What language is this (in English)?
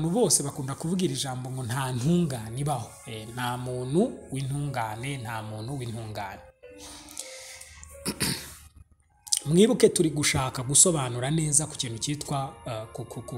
Kinyarwanda